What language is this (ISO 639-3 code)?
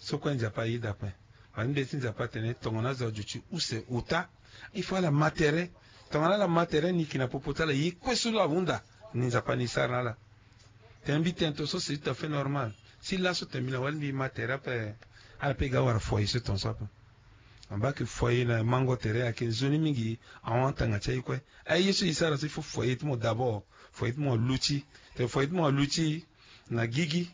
sag